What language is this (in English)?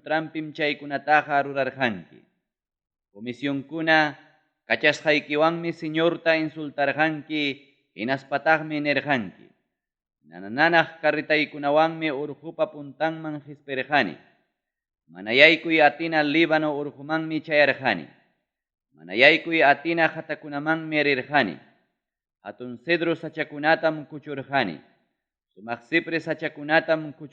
Ayacucho Quechua